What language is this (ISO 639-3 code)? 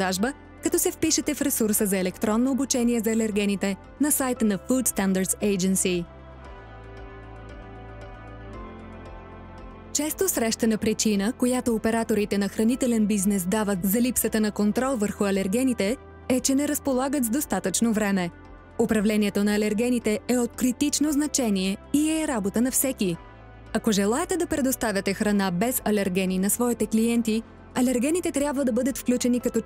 bul